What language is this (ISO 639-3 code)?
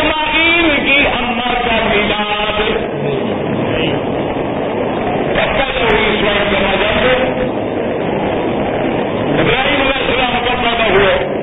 urd